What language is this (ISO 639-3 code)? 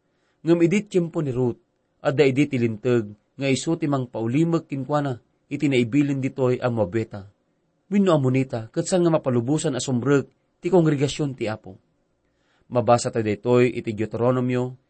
ilo